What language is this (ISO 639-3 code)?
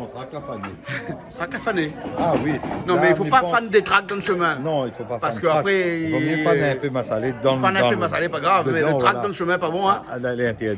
rcf